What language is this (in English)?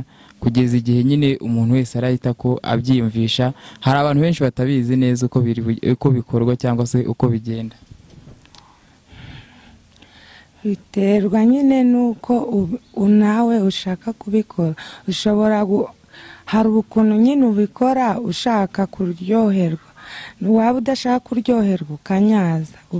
Kinyarwanda